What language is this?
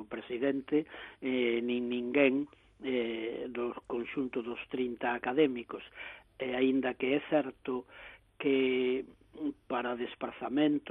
Galician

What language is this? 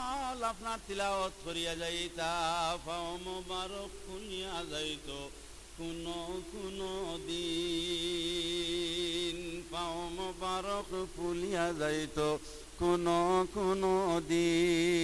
Sylheti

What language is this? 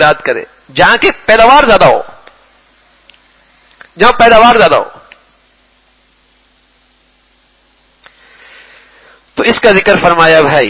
Urdu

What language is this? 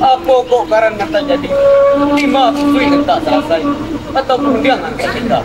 Minangkabau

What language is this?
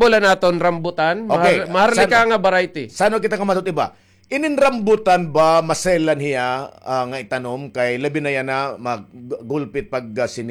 Waray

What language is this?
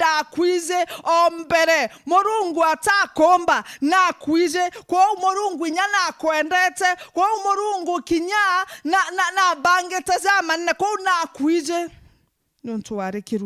Meru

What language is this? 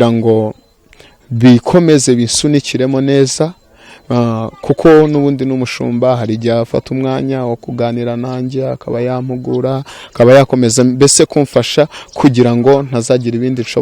Kinyarwanda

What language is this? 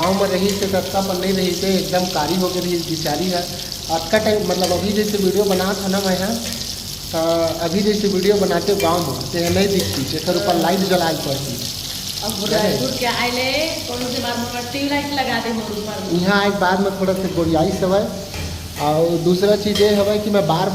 Chhattisgarhi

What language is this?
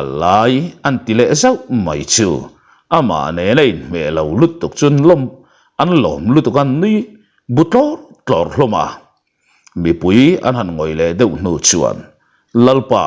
Mizo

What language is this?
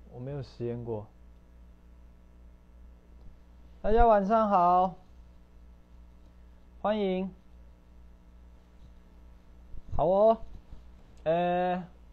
Chinese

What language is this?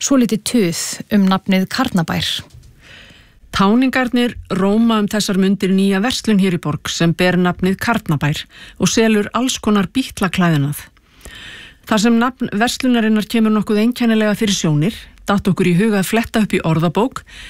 Icelandic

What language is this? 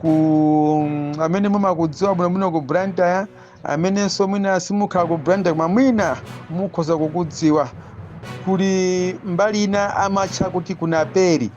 Nyanja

